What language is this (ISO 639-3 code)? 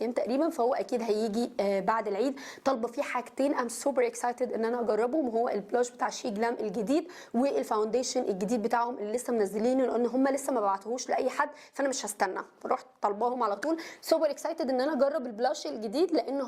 arz